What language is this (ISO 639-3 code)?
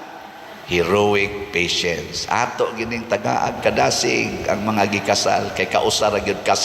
ceb